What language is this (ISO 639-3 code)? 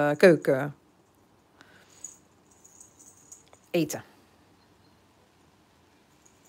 nld